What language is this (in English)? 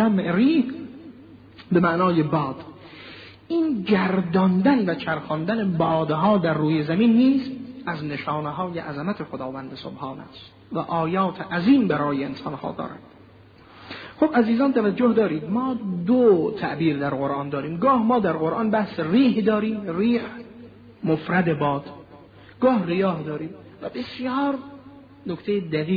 Persian